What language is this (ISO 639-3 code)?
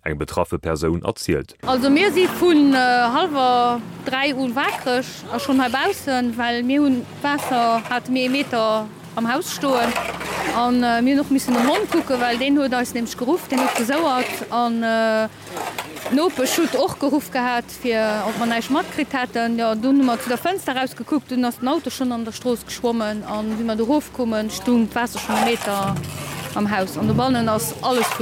ltz